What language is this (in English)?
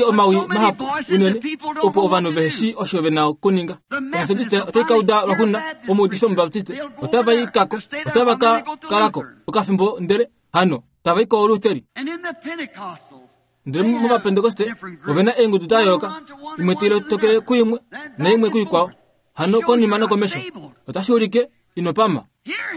Kuanyama